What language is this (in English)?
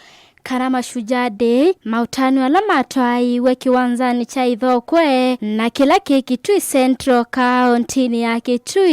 Kamba